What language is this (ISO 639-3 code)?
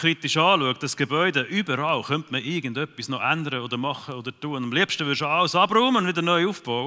gsw